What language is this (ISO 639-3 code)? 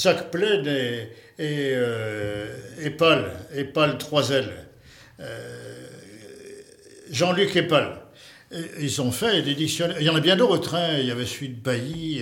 fra